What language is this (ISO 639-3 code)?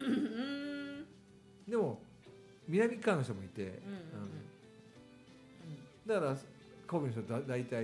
jpn